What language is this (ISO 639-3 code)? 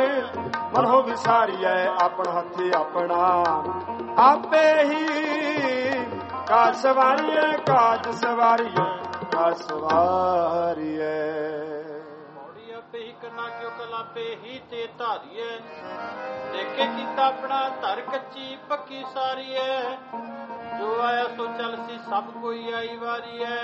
pan